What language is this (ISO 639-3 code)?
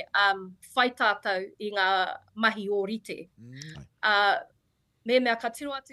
mri